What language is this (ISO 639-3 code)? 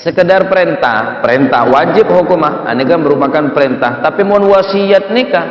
mad